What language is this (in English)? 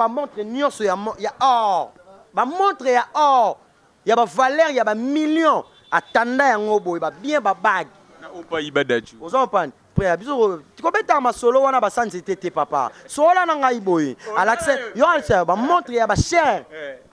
Lingala